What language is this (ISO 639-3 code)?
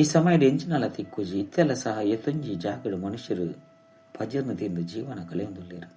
tcy